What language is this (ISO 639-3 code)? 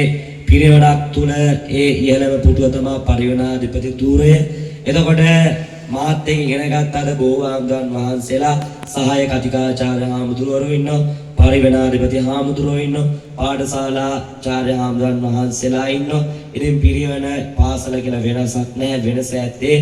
sin